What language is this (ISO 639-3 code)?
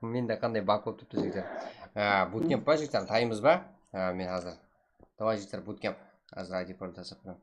kaa